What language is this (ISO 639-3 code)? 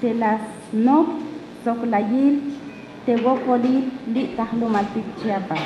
tzh